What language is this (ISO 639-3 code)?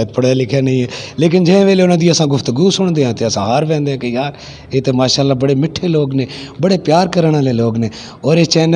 lah